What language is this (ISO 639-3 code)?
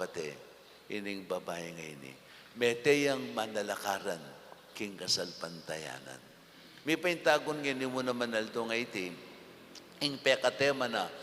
pam